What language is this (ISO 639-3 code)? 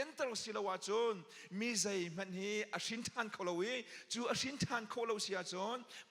cnh